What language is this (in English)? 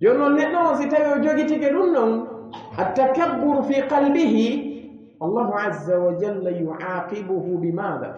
Pular